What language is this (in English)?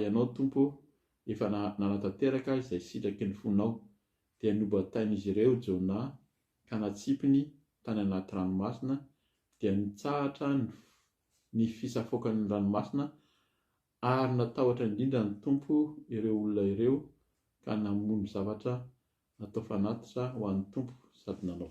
Malagasy